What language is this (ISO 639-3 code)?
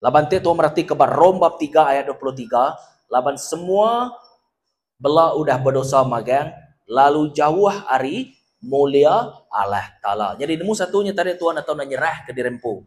iba